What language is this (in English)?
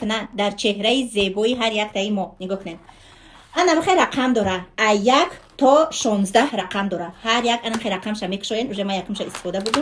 Tajik